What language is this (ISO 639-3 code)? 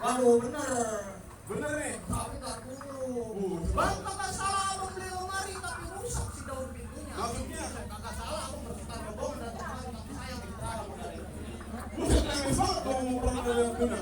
bew